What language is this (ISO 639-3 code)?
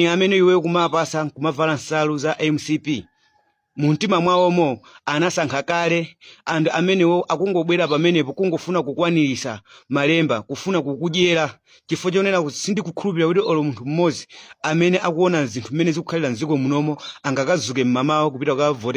nya